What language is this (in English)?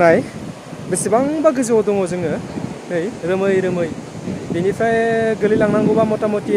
Bodo